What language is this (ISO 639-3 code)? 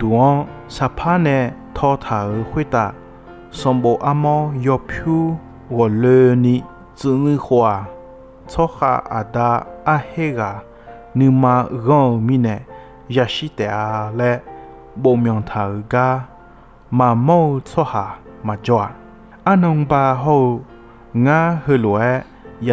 ahk